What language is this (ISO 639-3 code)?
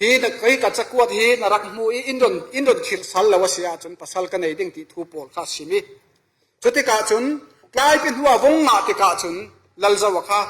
cfm